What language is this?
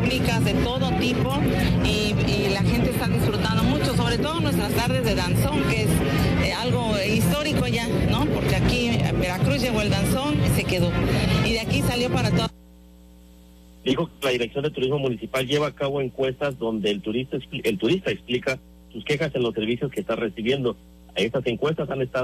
Spanish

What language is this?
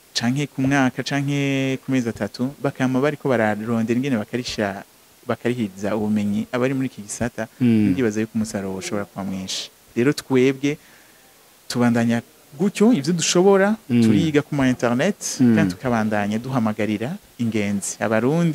Rundi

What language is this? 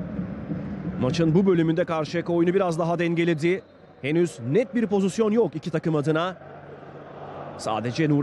Turkish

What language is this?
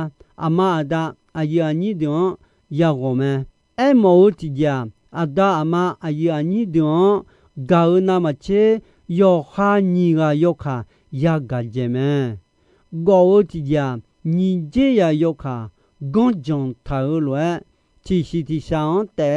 Akha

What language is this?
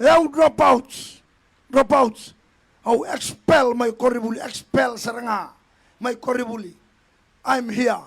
Fijian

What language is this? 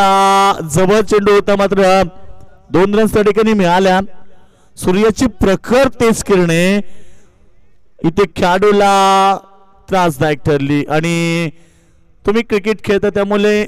Marathi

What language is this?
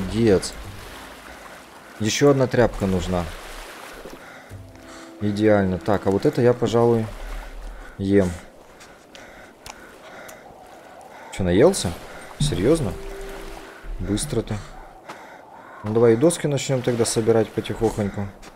Russian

